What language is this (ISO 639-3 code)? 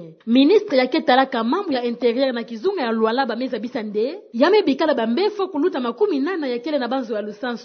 ktu